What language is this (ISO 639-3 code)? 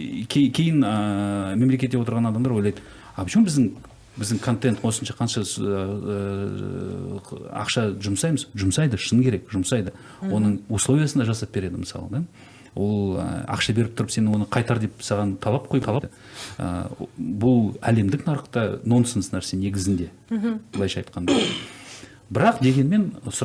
kaz